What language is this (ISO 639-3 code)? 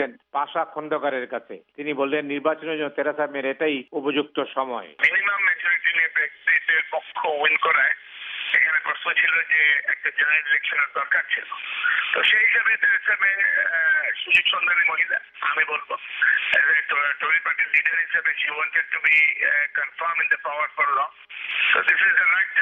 ben